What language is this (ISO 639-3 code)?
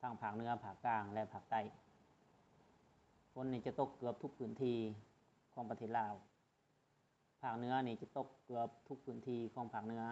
lao